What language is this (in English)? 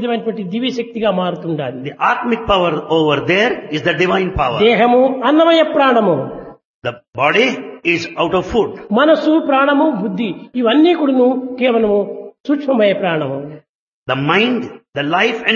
Telugu